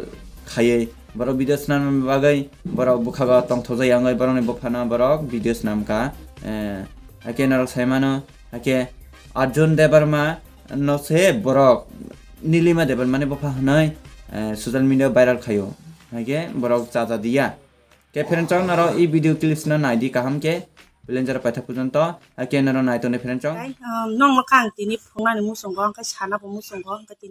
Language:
Kok Borok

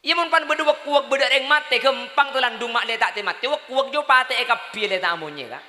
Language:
Madurese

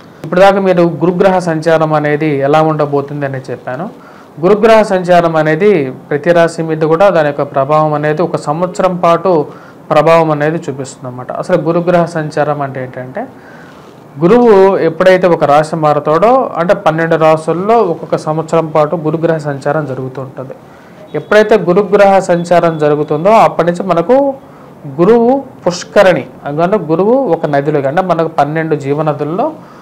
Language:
Telugu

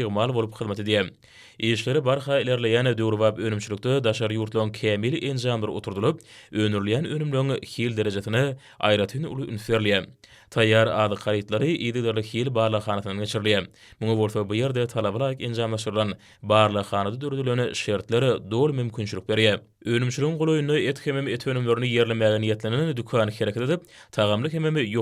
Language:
Turkmen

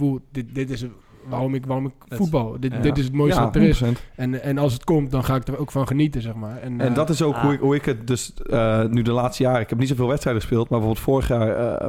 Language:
Dutch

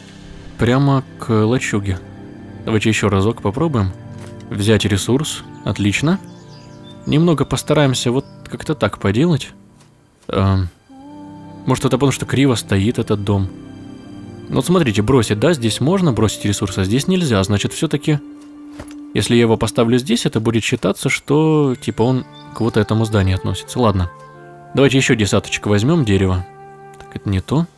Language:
Russian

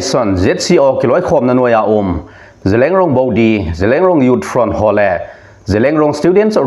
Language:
Thado Chin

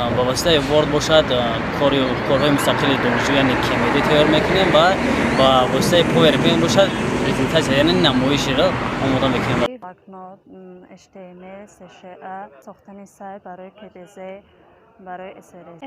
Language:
Tajik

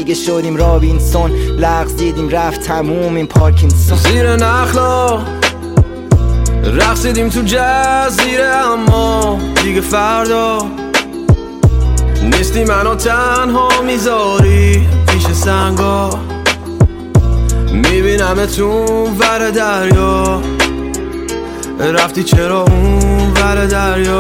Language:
Persian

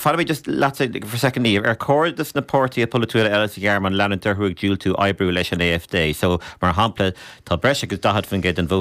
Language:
Irish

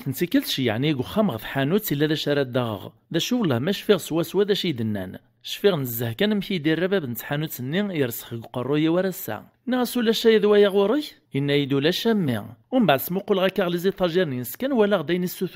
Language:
Kabyle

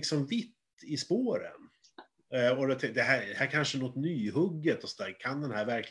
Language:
Swedish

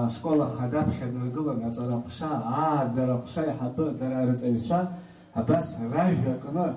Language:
Abkhazian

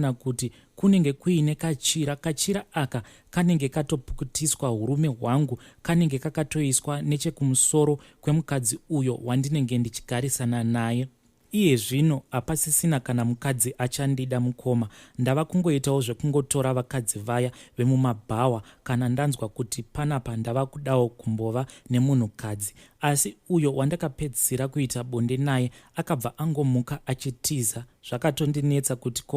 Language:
Shona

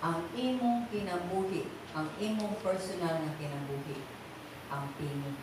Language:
Cebuano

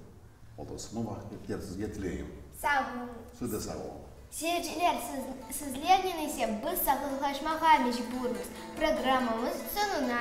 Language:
Crimean Tatar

